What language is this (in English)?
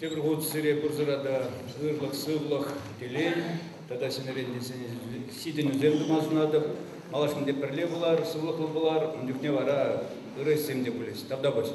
Chuvash